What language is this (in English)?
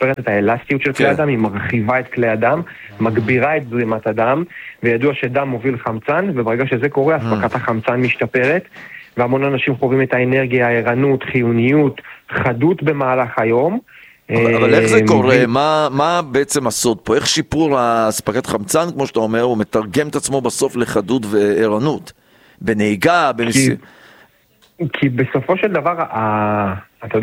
Hebrew